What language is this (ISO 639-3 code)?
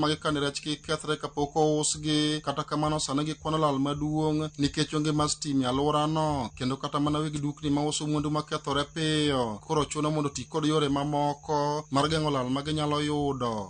luo